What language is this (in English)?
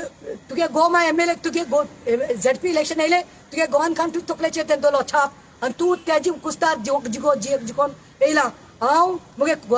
Konkani